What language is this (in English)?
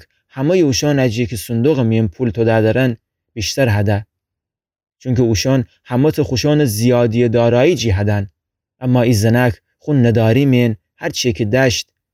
Gilaki